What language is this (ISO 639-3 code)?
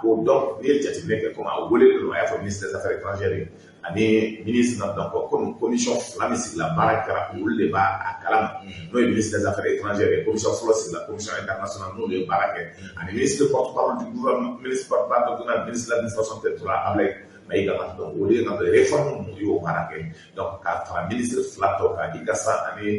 bam